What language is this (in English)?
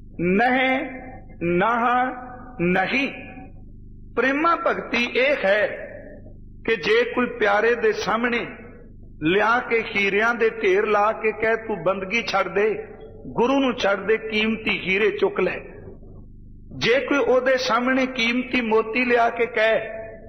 Punjabi